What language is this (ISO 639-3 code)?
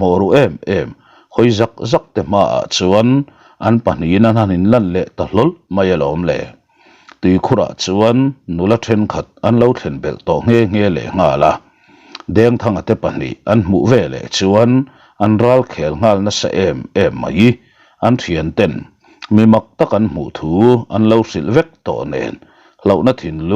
lus